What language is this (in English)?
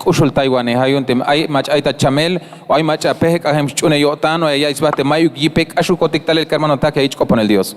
Tzeltal